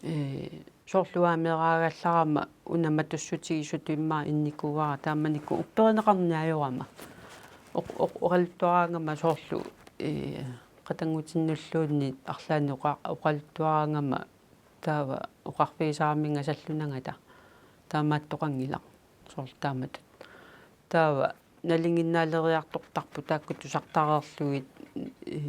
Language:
Kalaallisut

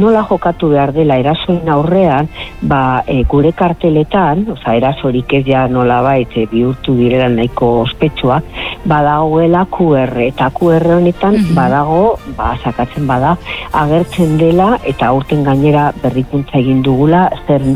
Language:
Basque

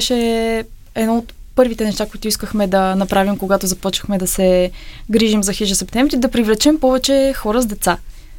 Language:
Bulgarian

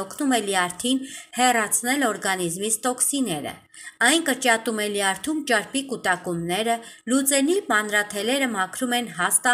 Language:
Armenian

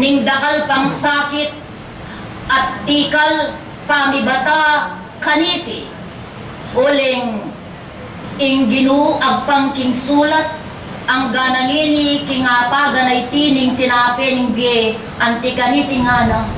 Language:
Pampanga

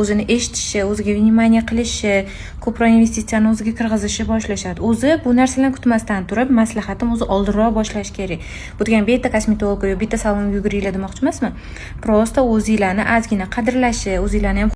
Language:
Uzbek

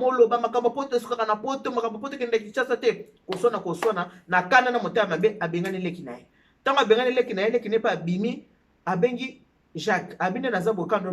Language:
Lingala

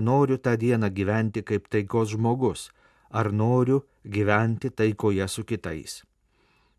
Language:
Lithuanian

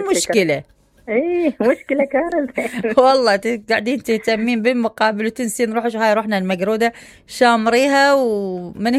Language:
Mesopotamian Arabic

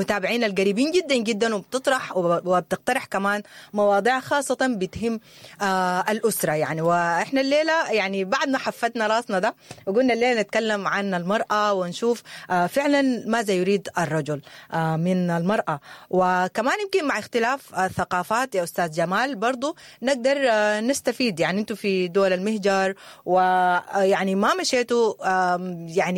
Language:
Sudanese Arabic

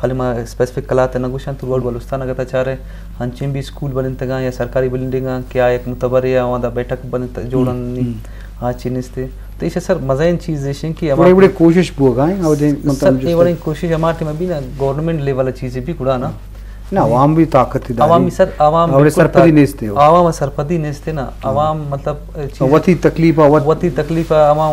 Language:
Eastern Balochi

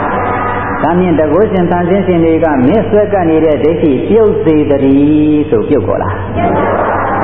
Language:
Burmese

